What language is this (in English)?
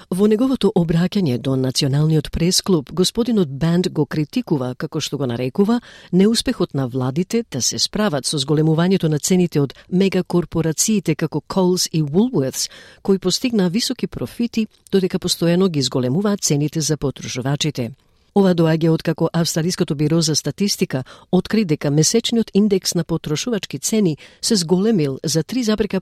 Macedonian